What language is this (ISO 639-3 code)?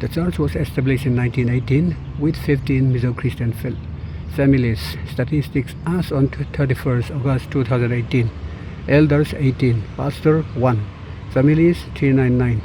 lus